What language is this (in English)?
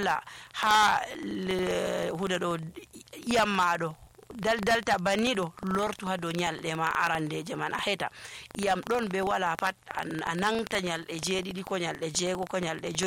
Nigerian Fulfulde